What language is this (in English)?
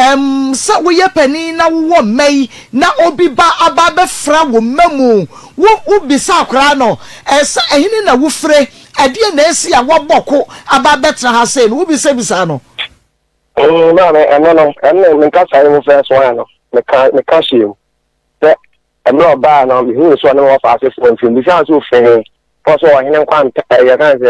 Akan